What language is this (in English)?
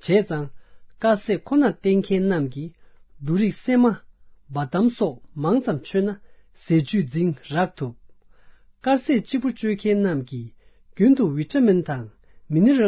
Tibetan